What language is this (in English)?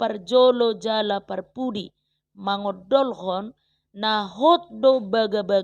Batak Toba